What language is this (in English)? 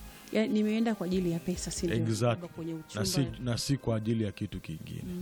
Swahili